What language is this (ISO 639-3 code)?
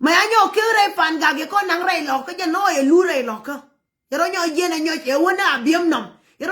nus